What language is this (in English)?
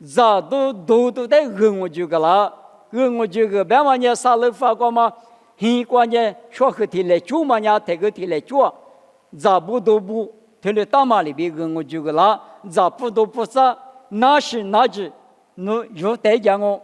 Lisu